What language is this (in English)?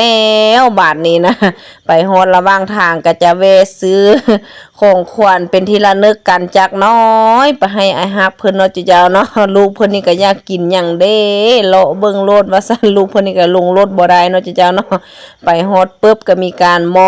Lao